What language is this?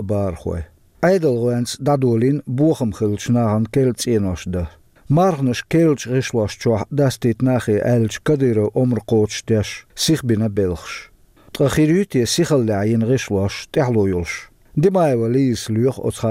Chechen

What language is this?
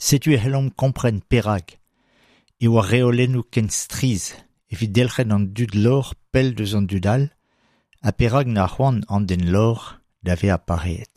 Breton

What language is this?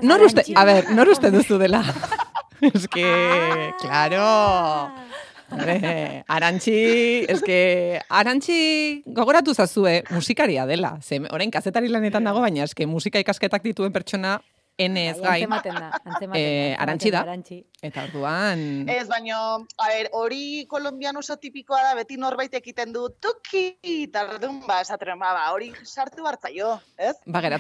Basque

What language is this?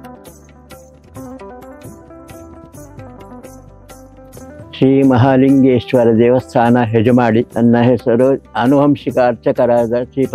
Kannada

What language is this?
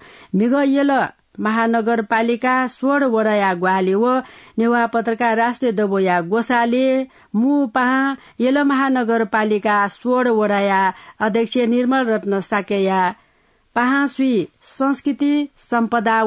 Newari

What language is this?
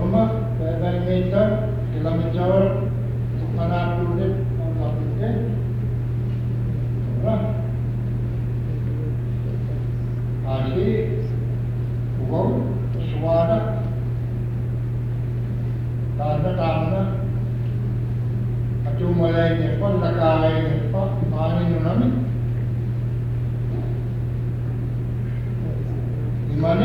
Indonesian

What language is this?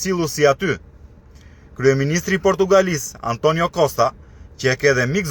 Albanian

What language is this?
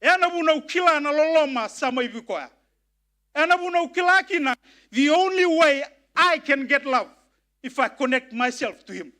Fijian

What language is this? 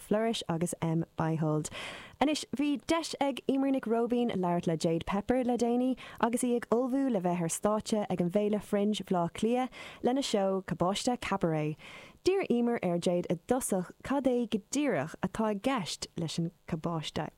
Irish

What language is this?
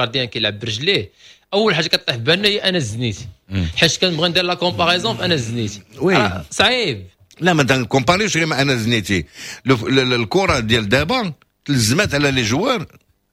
Moroccan Arabic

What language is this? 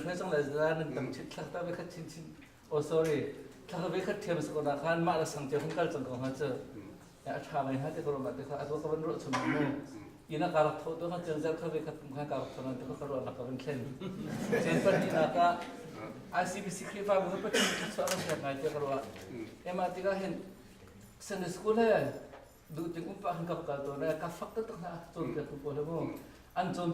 Hakha Chin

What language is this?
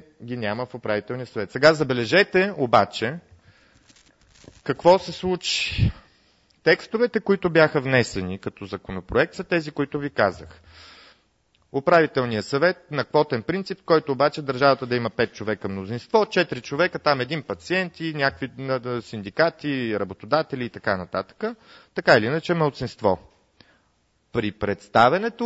Bulgarian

